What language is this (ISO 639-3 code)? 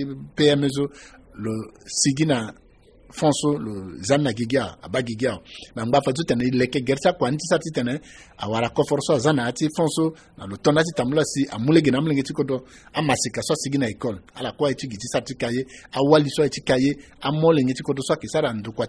sag